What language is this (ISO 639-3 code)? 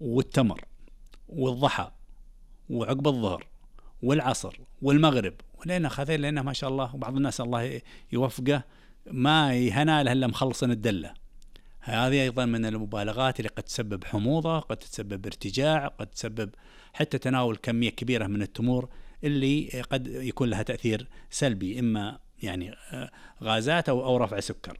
ars